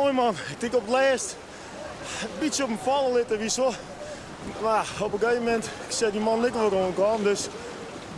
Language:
Western Frisian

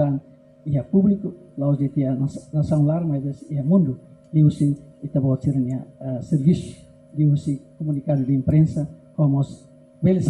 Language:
Tetum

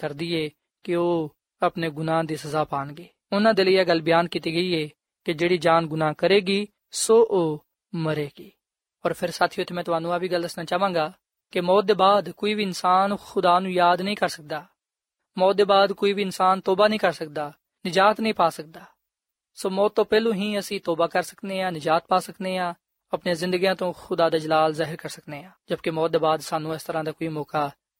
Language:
Punjabi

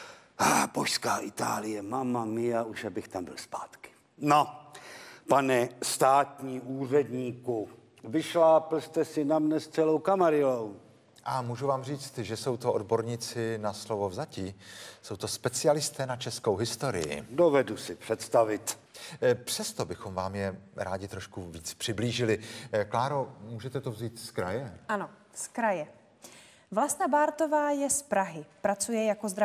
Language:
Czech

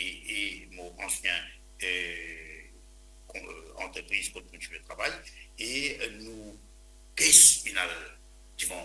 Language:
Morisyen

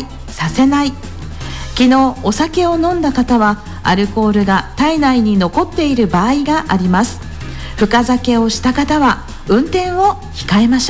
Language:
Japanese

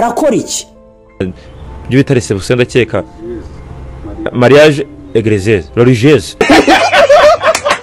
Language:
Kinyarwanda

